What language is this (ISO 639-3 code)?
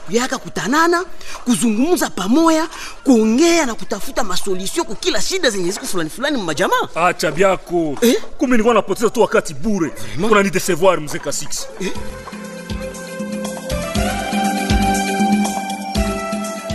swa